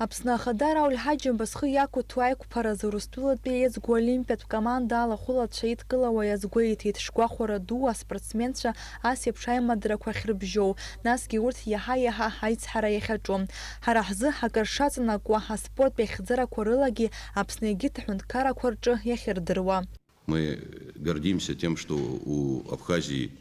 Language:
Abkhazian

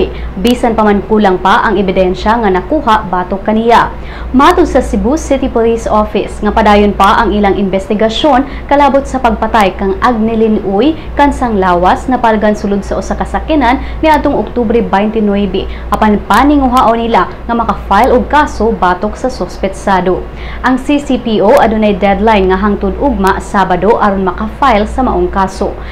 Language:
Cebuano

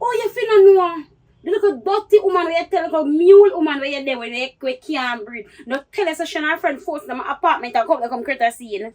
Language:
Jamaican Creole English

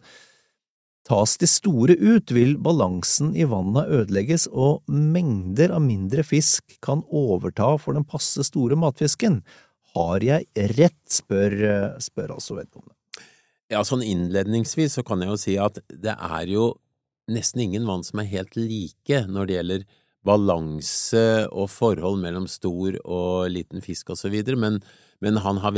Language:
Norwegian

